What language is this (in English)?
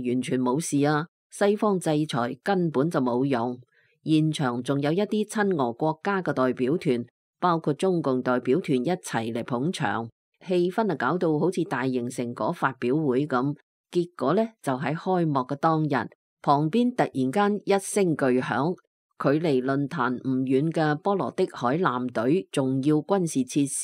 Cantonese